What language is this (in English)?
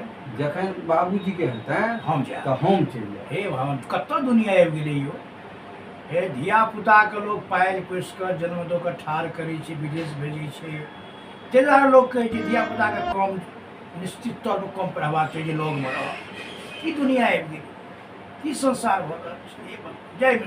Maithili